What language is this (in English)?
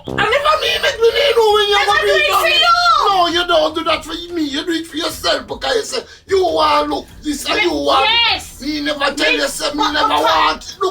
Jamaican Creole English